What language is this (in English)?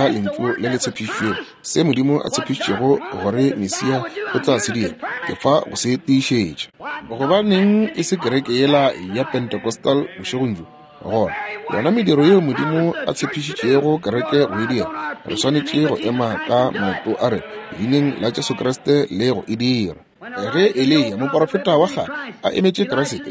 Northern Sotho